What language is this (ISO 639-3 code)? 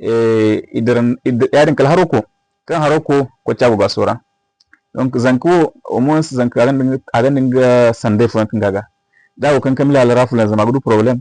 dje